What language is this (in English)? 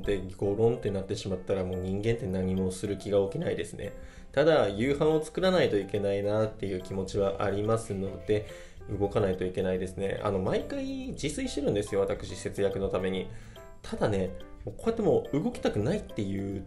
Japanese